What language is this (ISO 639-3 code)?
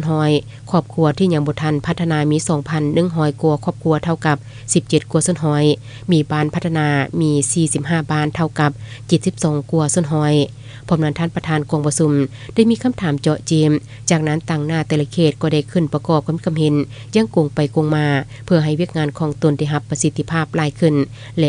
lao